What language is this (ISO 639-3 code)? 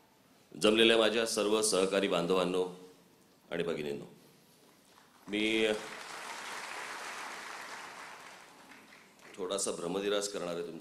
mar